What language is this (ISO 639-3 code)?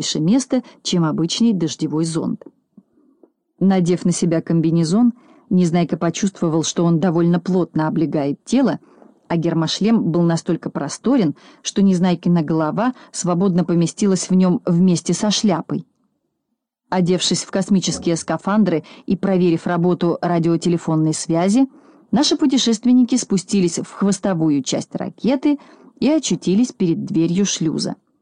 rus